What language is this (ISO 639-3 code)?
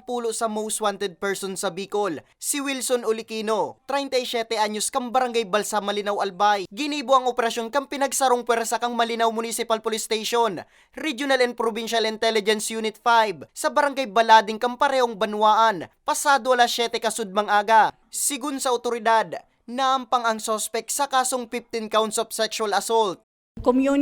bik